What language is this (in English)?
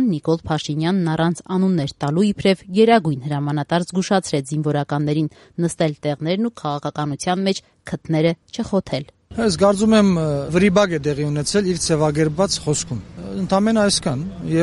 Armenian